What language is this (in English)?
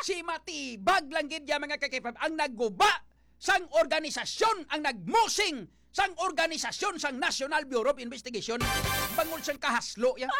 Hiligaynon